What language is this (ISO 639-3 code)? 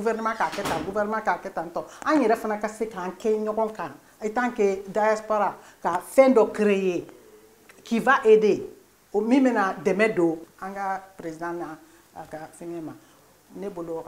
bam